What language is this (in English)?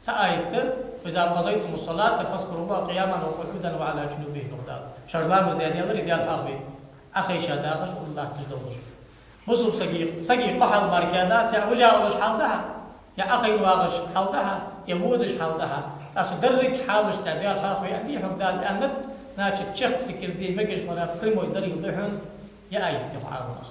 Ingush